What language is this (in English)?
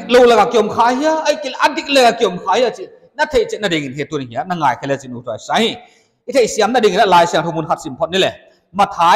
Paite Chin